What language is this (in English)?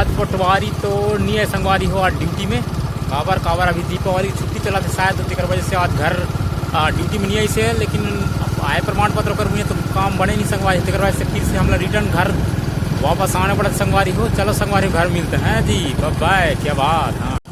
Chhattisgarhi